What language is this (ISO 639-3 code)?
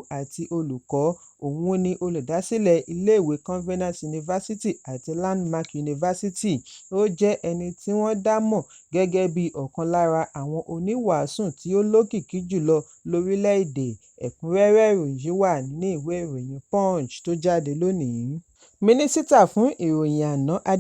yor